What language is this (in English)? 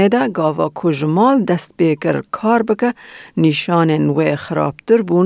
Kurdish